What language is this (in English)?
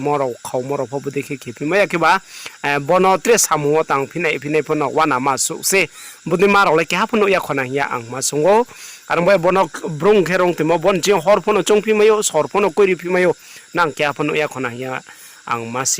Riang (India)